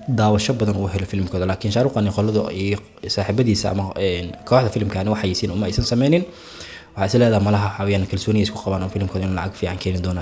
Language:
Somali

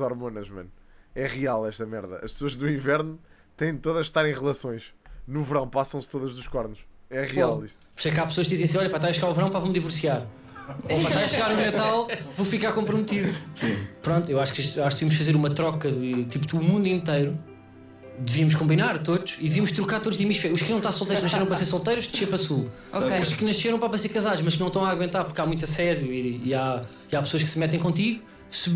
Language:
Portuguese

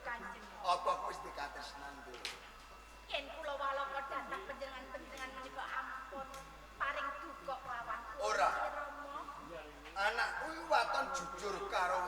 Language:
Javanese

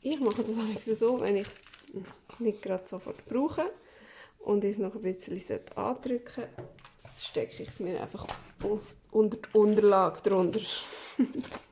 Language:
Swiss German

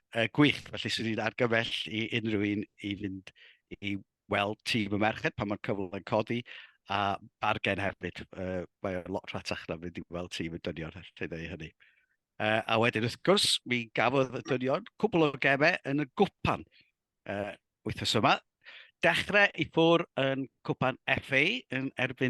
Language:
Welsh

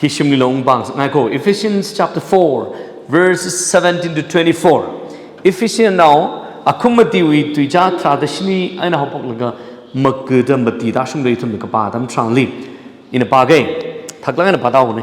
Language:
Tangkhul Naga (India)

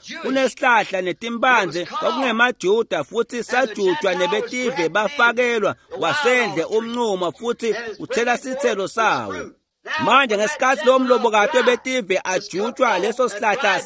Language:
Swati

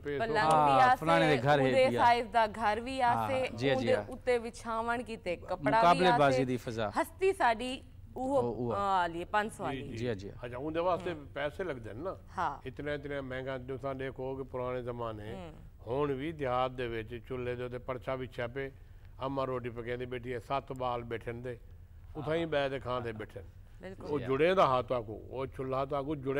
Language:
Saraiki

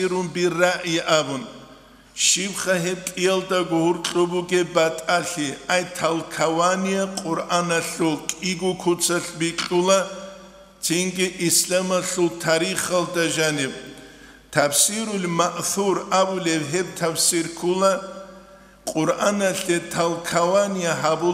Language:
Avaric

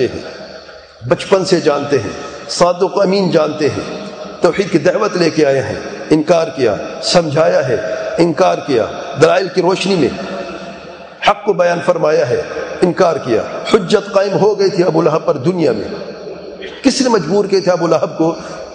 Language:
Urdu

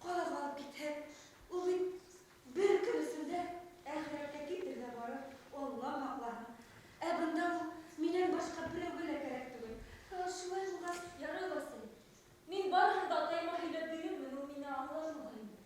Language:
Bashkir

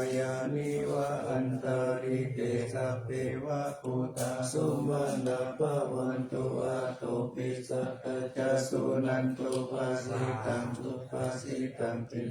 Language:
Pali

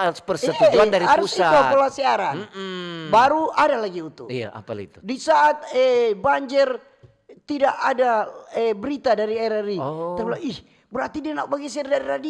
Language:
Manado Malay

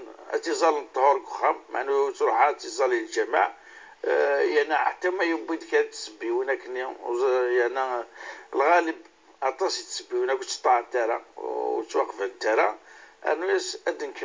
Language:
Kabyle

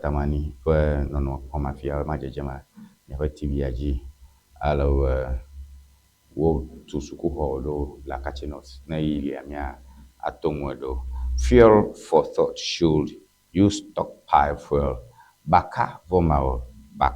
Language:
Ewe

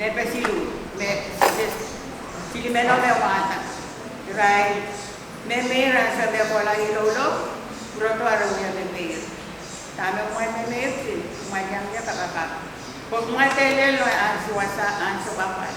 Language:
Pohnpeian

